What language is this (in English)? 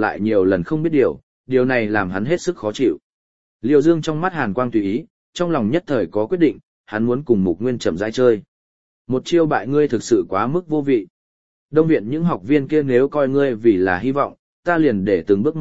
Vietnamese